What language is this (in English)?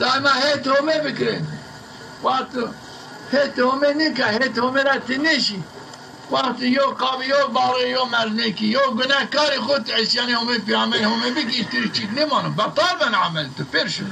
Zaza